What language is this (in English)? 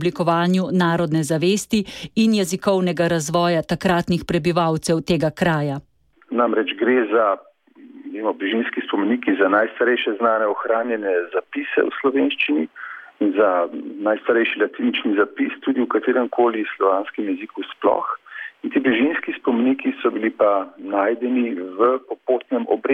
Slovenian